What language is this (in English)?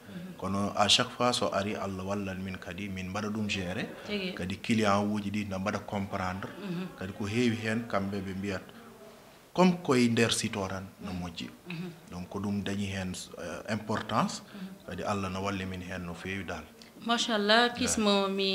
Fula